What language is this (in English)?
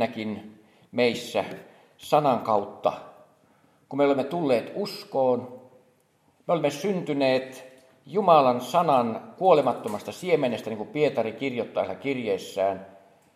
Finnish